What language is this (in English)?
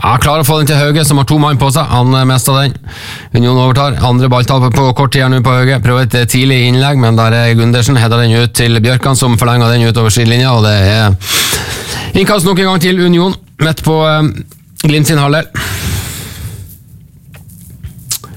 Norwegian